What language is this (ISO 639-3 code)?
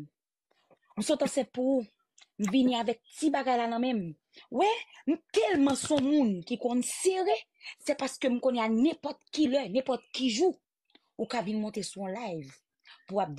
hat